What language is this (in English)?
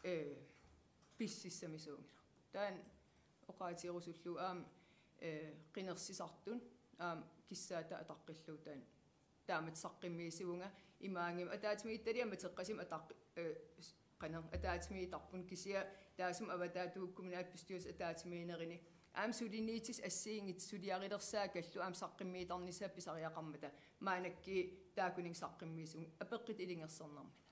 Kalaallisut